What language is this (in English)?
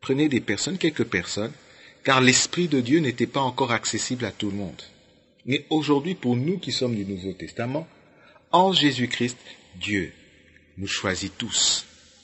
French